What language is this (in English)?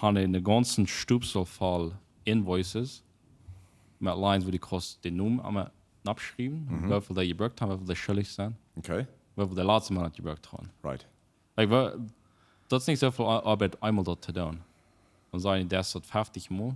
Plautdietsch